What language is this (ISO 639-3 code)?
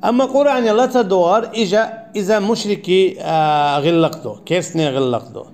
che